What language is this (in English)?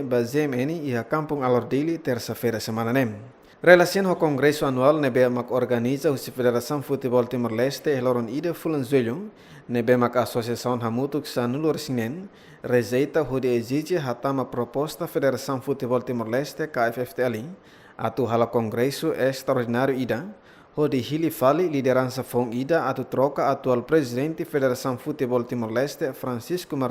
Tetum